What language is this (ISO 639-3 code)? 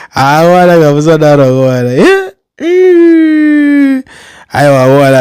sna